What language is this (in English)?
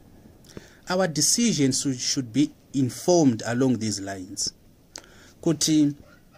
Shona